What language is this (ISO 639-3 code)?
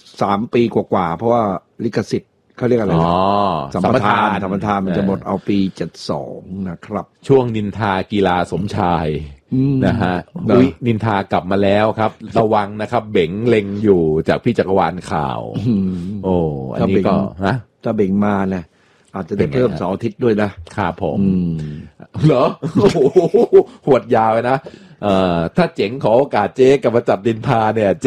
tha